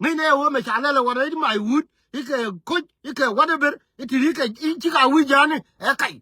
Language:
Nuer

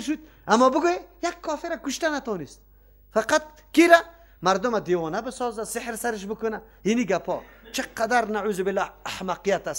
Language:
Persian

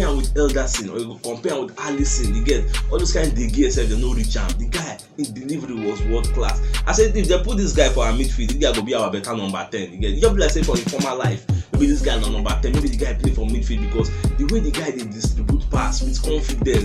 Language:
Nigerian Pidgin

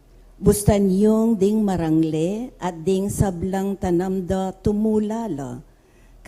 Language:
Pampanga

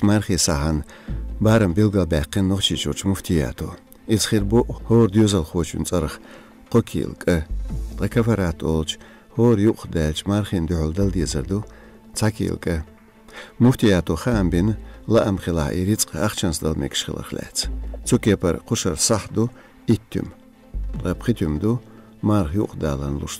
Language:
Chechen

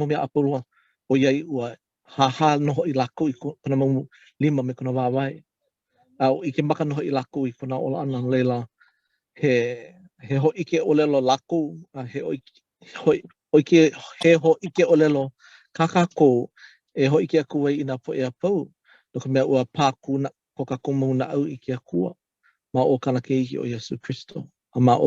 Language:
Hawaiian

